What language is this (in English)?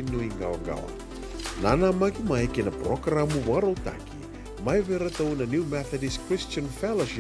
Fijian